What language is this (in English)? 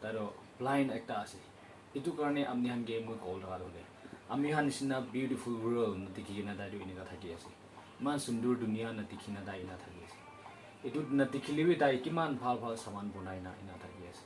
Naga Pidgin